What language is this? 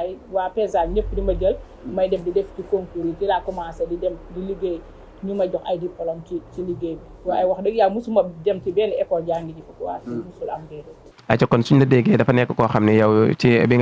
Wolof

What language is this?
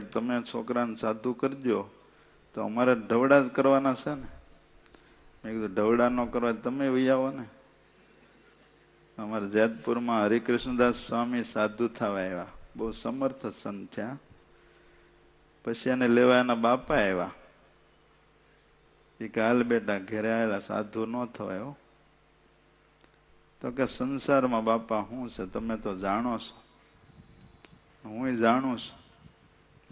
Gujarati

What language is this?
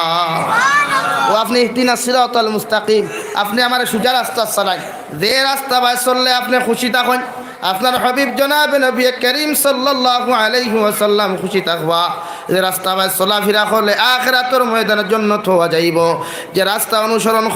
Sylheti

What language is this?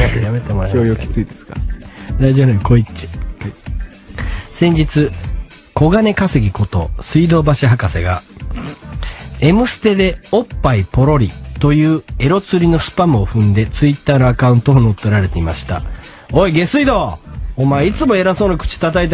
Japanese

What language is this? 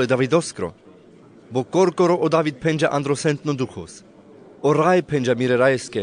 Carpathian Romani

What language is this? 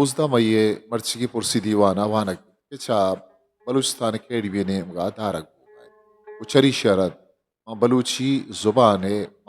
Eastern Balochi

